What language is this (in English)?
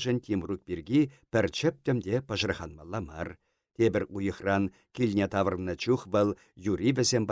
Chuvash